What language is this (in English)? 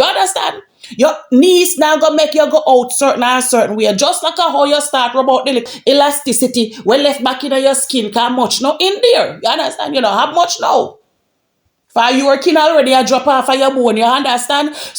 Jamaican Creole English